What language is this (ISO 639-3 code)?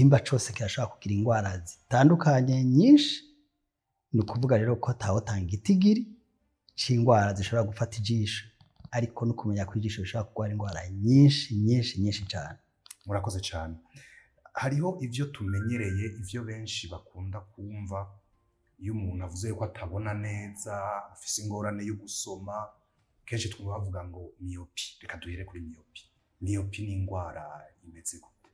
run